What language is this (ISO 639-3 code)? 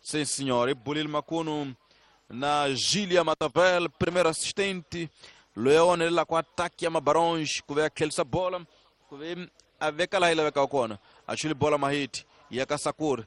tso